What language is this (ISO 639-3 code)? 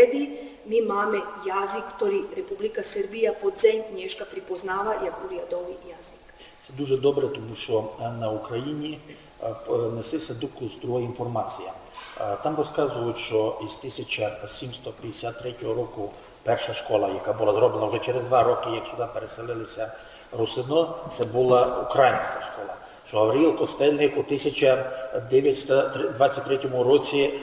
rue